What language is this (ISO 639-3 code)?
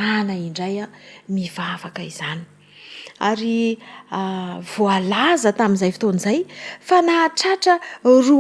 mlg